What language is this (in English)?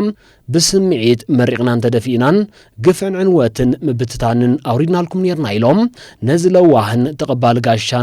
Tigrinya